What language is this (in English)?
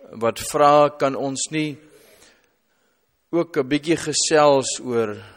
Afrikaans